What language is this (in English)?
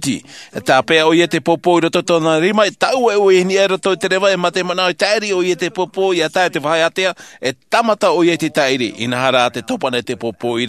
Tahitian